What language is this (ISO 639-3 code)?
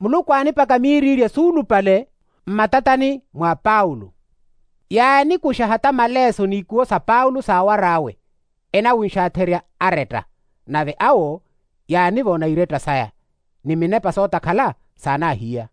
vmw